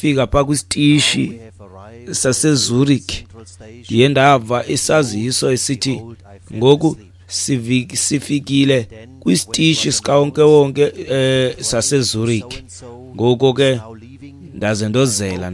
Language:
Xhosa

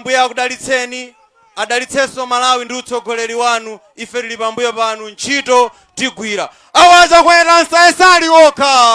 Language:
Nyanja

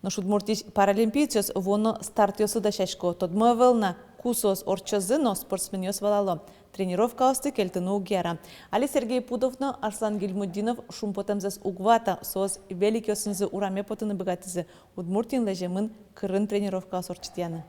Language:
Udmurt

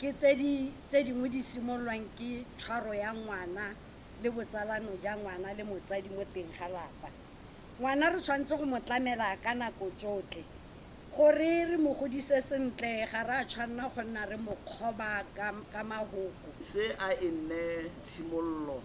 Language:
Tswana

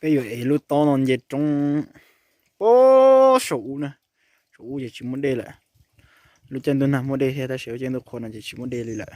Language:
Hmong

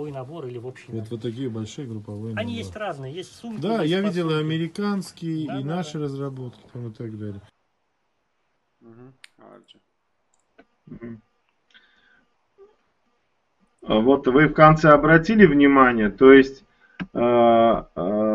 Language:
Russian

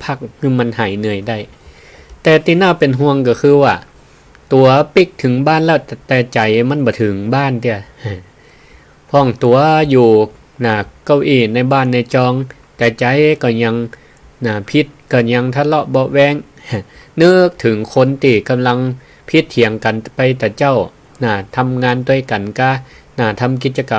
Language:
Northern Thai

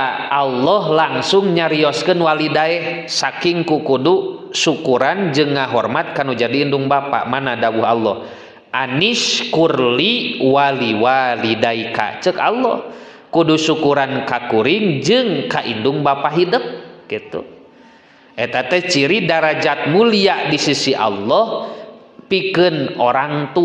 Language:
Sundanese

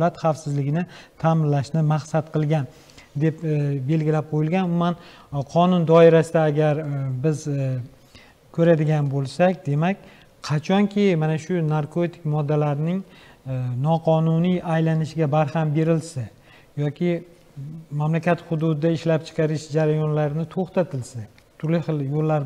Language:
Uzbek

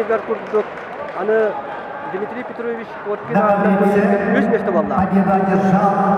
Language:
Yakut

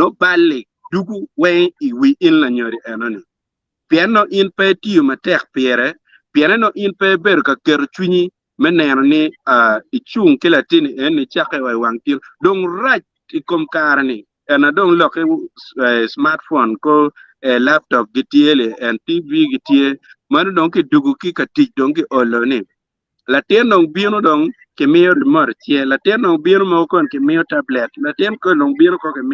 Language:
Acoli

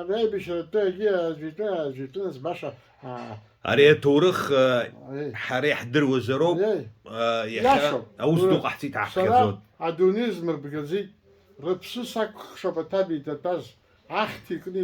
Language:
Abkhazian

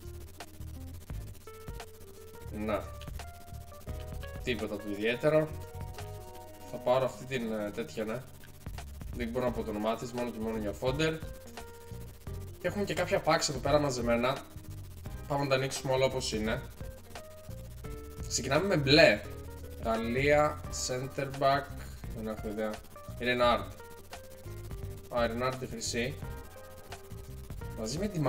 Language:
Greek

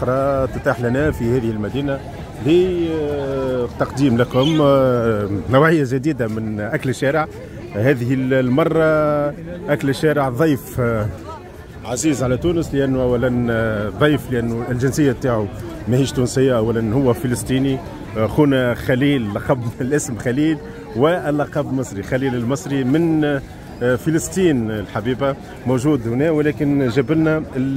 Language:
Tunisian Arabic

